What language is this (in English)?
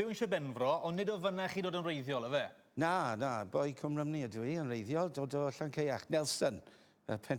Welsh